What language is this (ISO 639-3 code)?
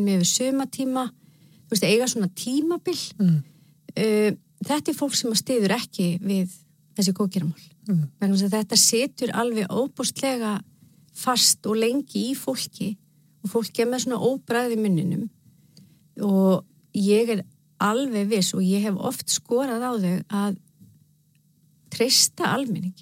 isl